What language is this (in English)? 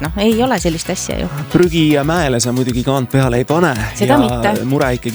Estonian